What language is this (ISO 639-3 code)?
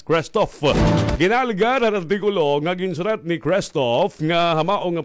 war